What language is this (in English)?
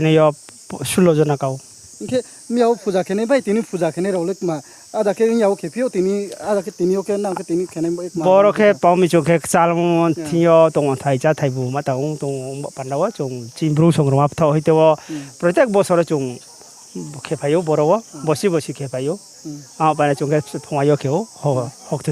Riang (India)